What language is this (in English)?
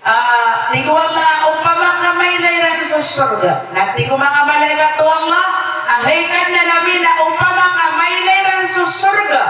Maranao